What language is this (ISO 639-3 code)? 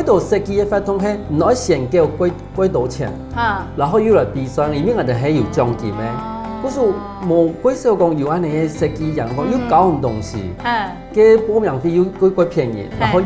hak